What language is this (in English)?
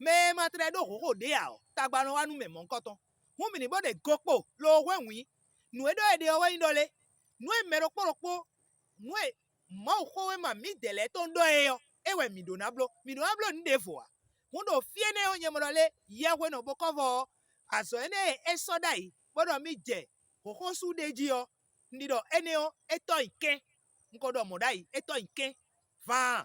Fon